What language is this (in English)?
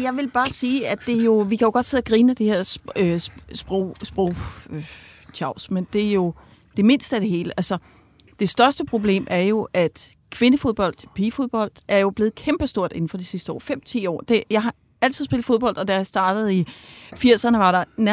Danish